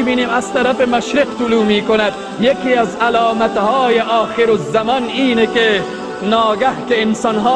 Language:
Tajik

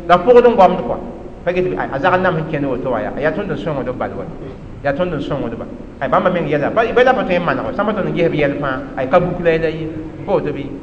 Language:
Mossi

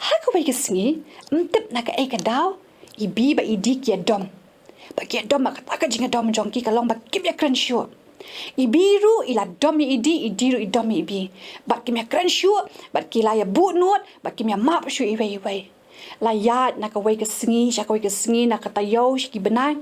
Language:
Khasi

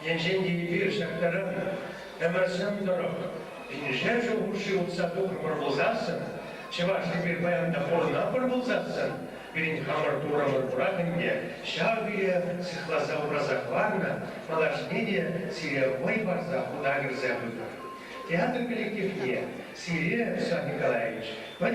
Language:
Chuvash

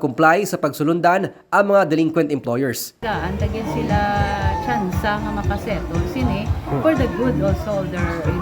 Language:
Hiligaynon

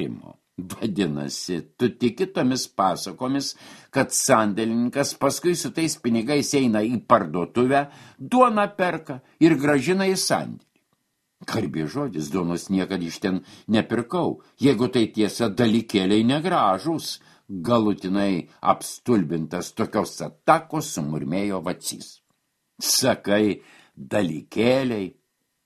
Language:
Lithuanian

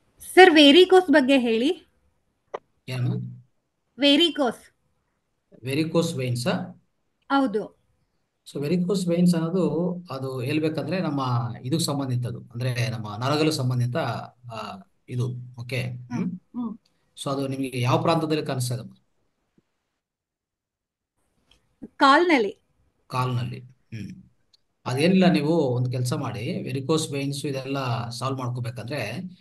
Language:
Kannada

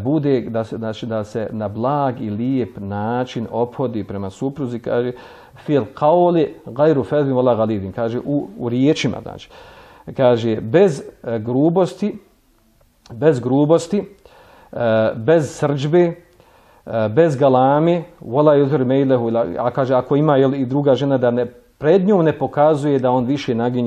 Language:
Bosnian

